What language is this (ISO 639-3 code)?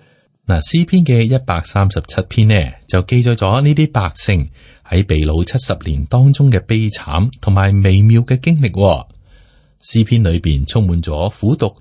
yue